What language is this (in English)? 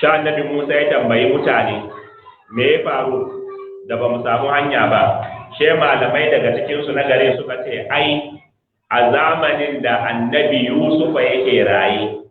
Hausa